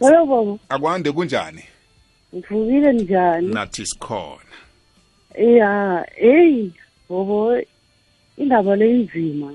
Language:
South Ndebele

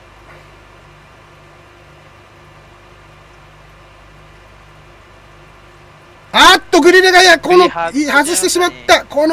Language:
Japanese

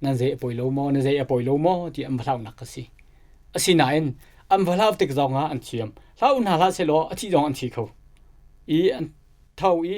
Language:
Hakha Chin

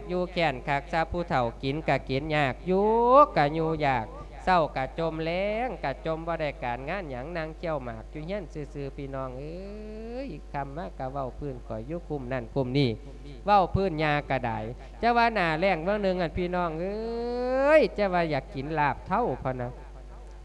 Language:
Lao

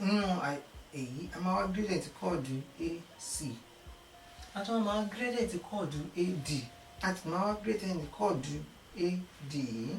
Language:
Yoruba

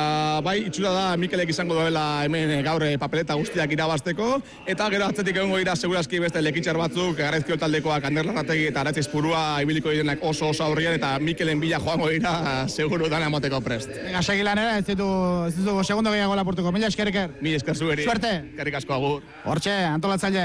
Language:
Basque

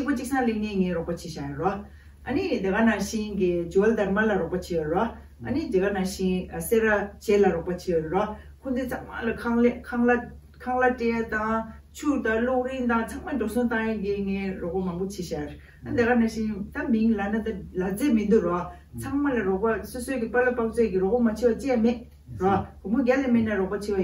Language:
Tibetan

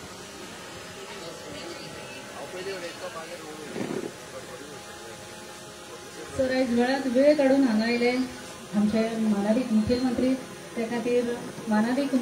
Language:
Konkani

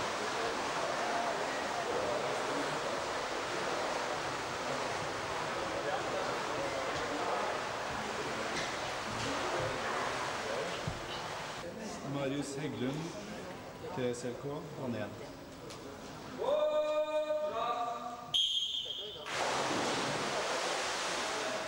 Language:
Norwegian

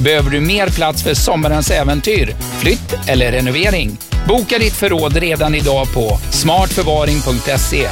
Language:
Swedish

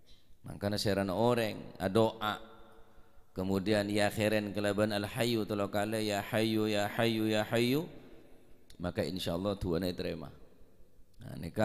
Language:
Madurese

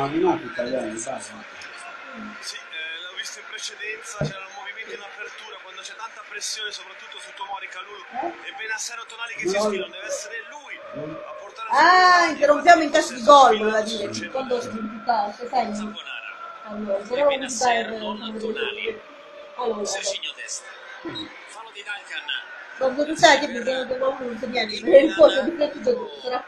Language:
Italian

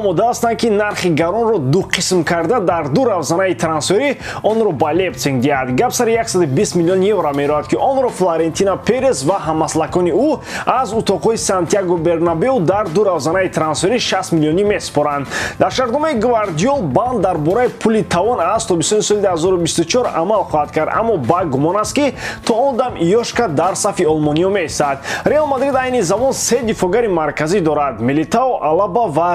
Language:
Tajik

